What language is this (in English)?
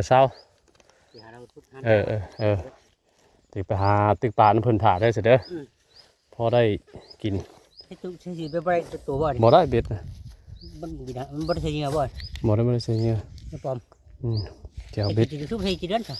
Northeastern Thai